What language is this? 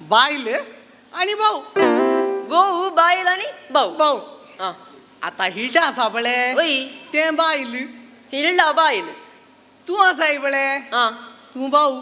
Konkani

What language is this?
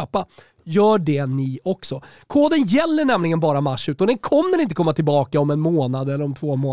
Swedish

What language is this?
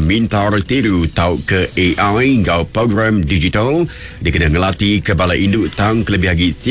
Iban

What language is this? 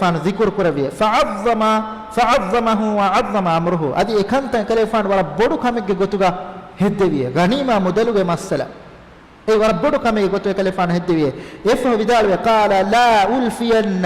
Divehi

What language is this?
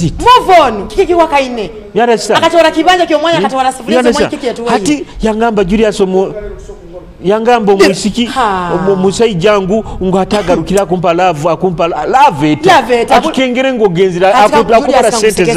Nyoro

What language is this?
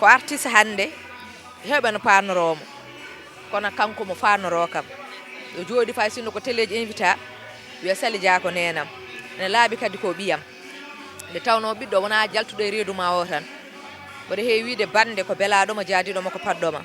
Fula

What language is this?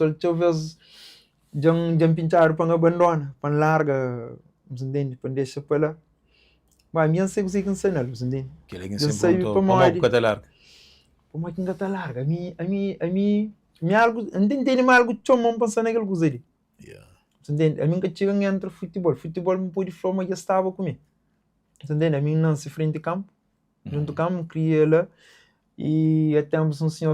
Kabuverdianu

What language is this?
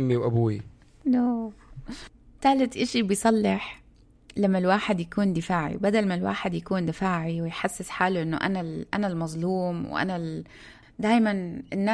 North Levantine Arabic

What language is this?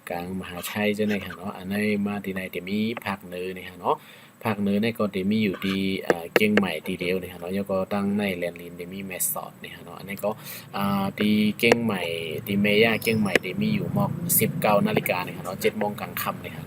Shan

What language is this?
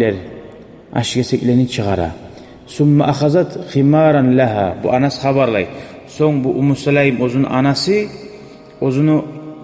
Kumyk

